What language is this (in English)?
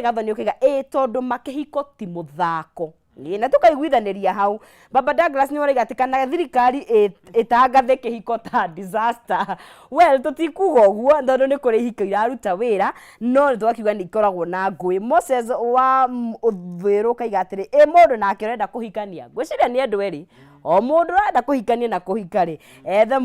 Kikuyu